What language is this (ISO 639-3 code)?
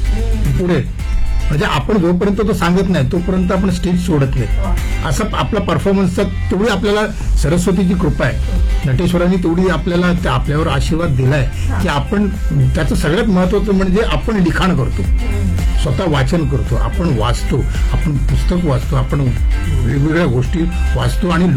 mar